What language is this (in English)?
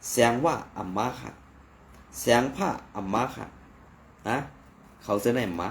Shan